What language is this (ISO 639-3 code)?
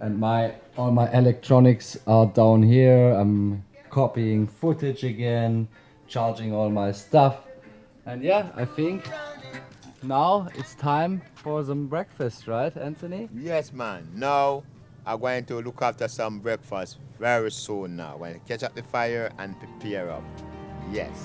jam